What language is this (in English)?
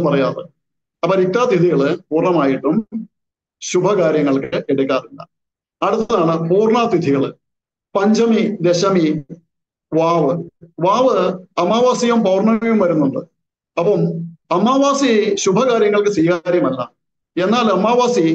Malayalam